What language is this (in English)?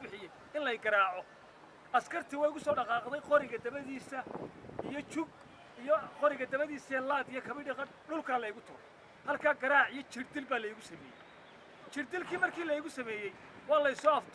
Somali